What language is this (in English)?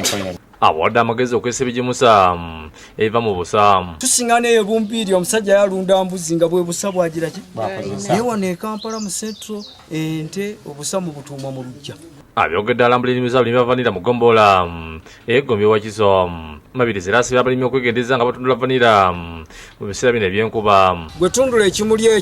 Ganda